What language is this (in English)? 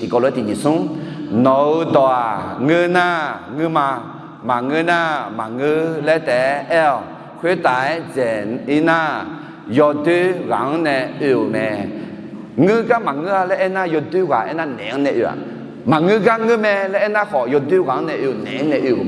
Akha